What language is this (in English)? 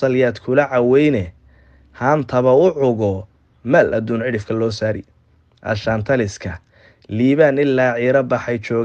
Somali